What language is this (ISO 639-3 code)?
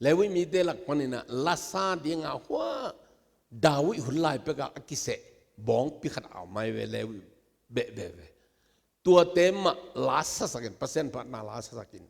ctd